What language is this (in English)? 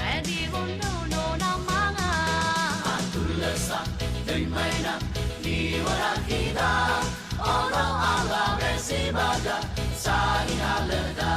Nias